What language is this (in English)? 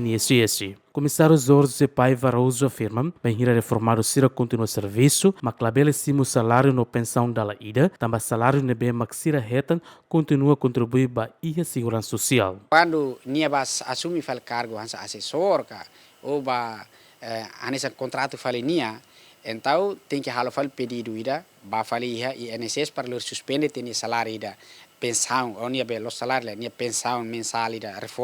Tetum